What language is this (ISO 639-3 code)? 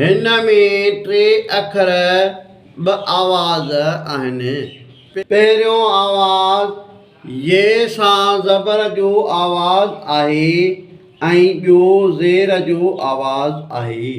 snd